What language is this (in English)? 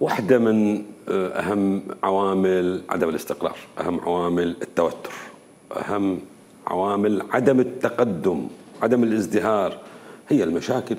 Mesopotamian Arabic